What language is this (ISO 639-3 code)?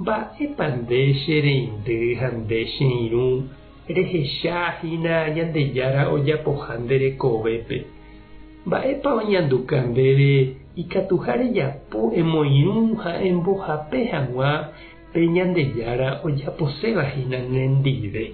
grn